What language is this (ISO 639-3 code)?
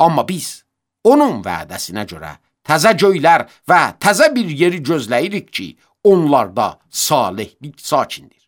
aze